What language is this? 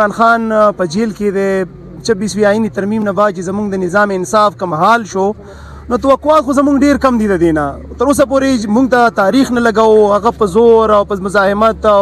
Pashto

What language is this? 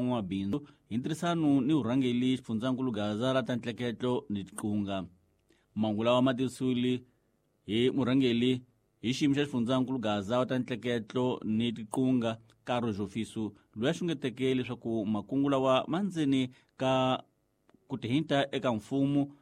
Tsonga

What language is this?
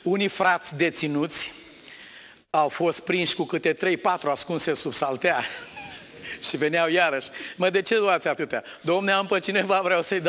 Romanian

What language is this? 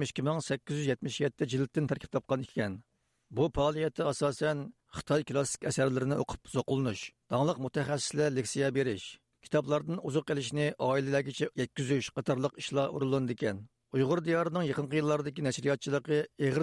Uyghur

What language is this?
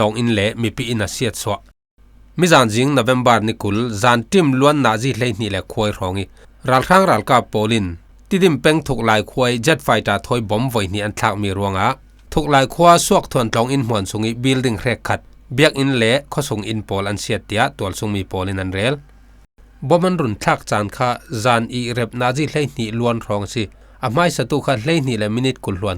Falam Chin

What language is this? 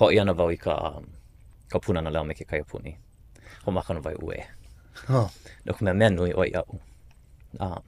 Hawaiian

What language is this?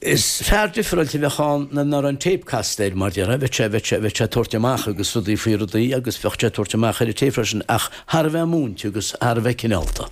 Irish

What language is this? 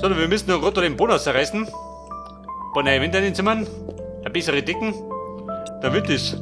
Bavarian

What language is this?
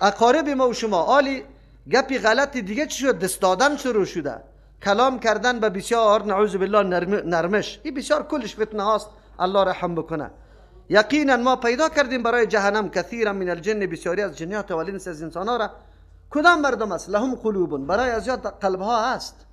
Persian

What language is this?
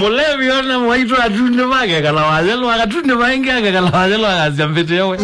Kamba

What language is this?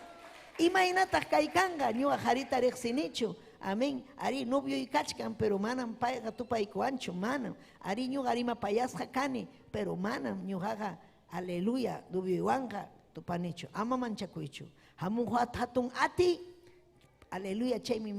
Ayacucho Quechua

